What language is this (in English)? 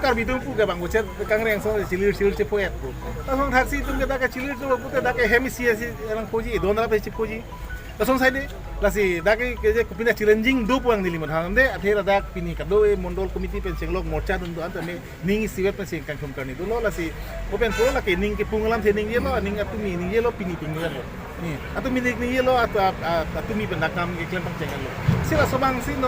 Karbi